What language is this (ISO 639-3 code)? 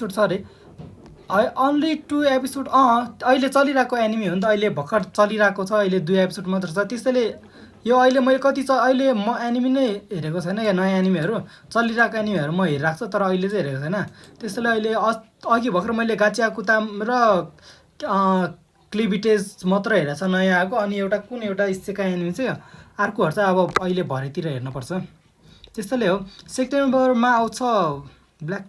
nep